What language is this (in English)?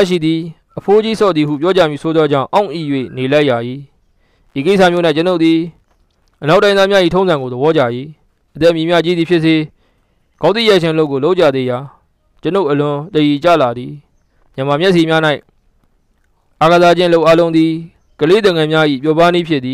Burmese